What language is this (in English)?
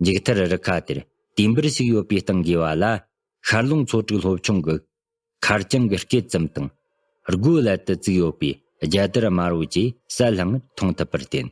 Tibetan